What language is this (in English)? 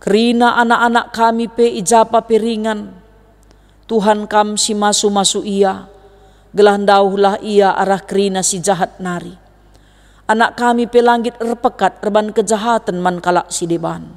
Batak Karo